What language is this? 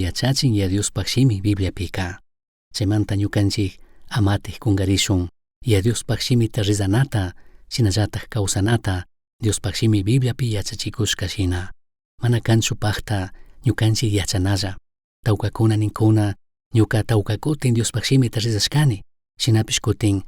Chimborazo Highland Quichua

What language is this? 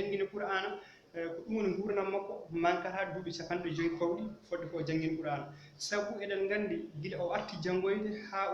Fula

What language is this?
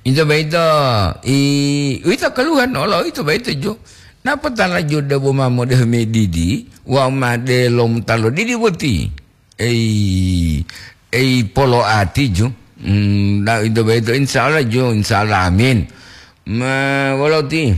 Gorontalo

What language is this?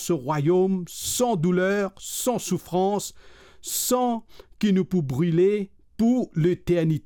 Morisyen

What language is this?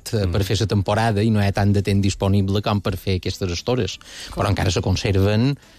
Catalan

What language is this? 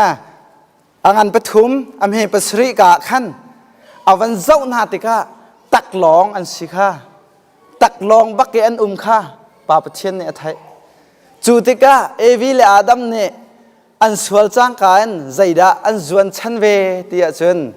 Hakha Chin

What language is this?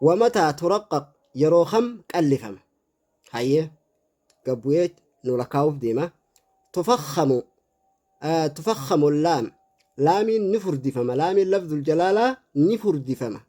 Oromo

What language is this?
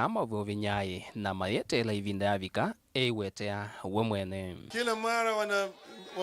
Kamba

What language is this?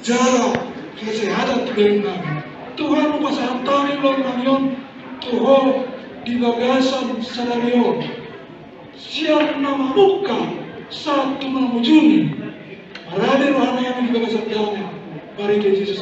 Batak Toba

